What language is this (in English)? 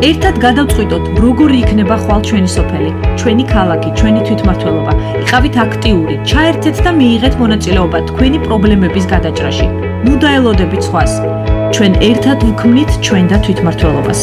Georgian